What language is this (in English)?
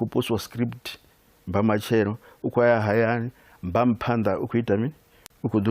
Venda